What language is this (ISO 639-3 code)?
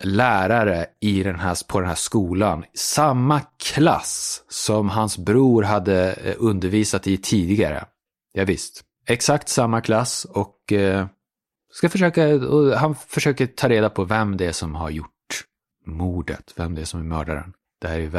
swe